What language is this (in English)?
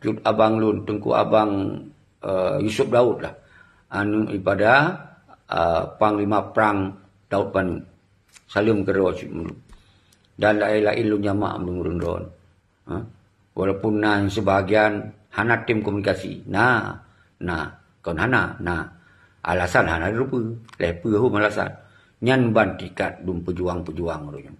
Achinese